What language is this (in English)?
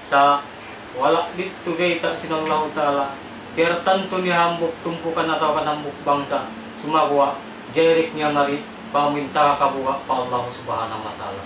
Tausug